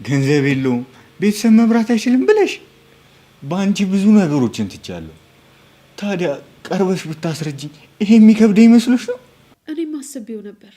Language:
Amharic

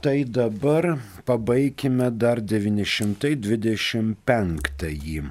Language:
Lithuanian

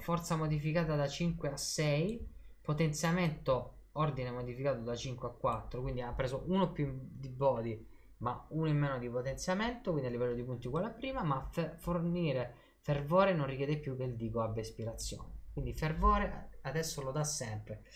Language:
Italian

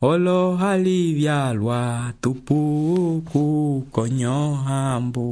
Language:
Umbundu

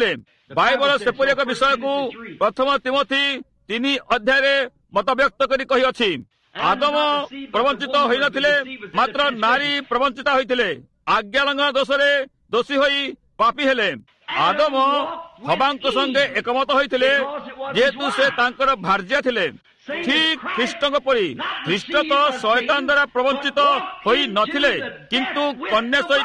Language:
Odia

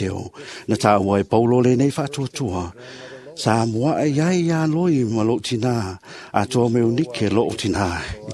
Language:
Samoan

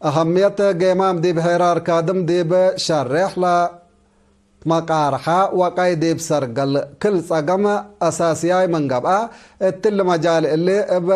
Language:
Tigre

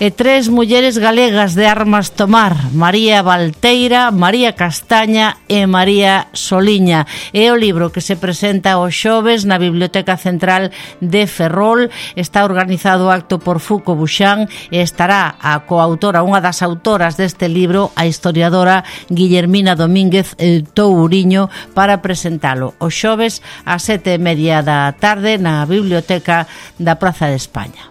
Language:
Galician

